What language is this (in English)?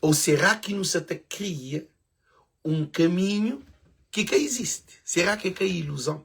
Kabuverdianu